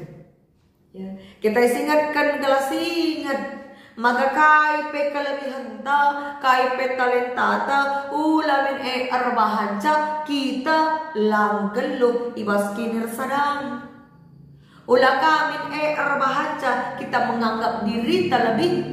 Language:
Batak Karo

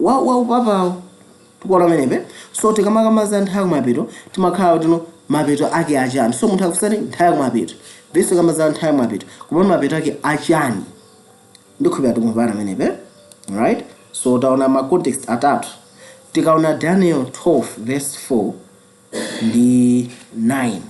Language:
Nyanja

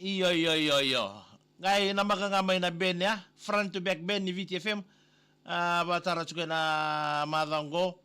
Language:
Fijian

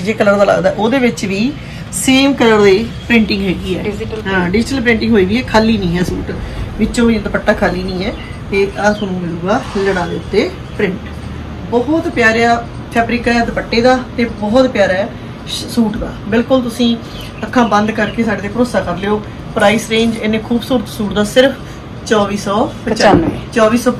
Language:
Punjabi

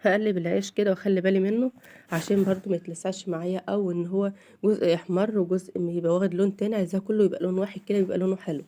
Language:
Egyptian Arabic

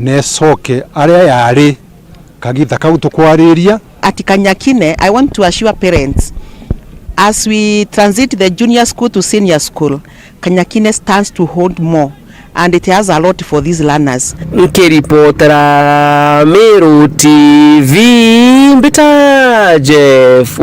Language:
Meru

